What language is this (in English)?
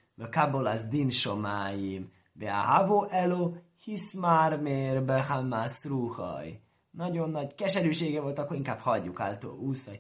Hungarian